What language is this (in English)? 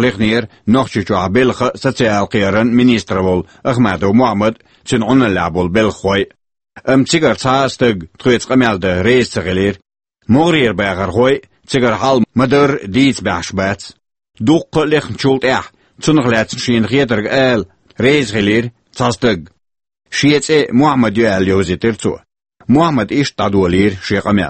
Chechen